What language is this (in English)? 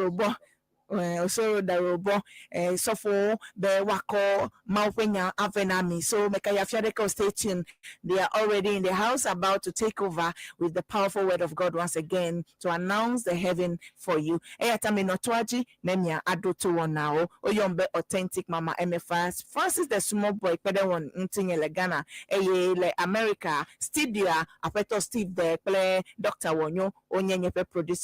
Ewe